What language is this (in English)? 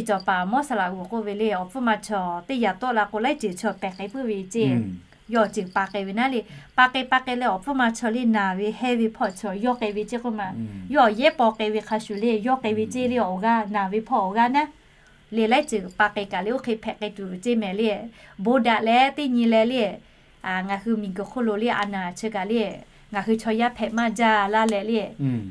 Lahu